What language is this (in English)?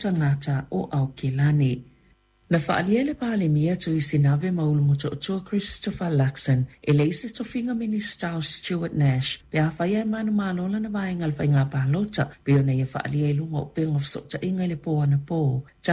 Samoan